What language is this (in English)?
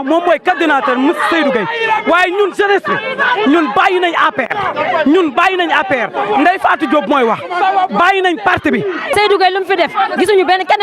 Wolof